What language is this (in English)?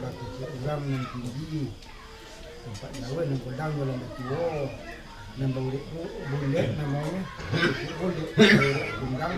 Minangkabau